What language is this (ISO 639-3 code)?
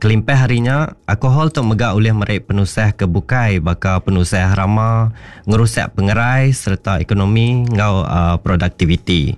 iba